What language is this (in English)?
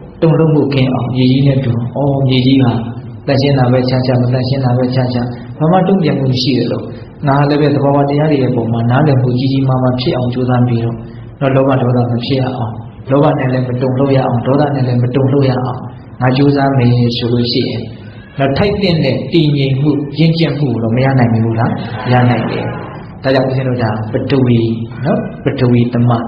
Burmese